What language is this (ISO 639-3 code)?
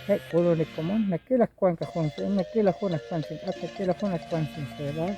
kek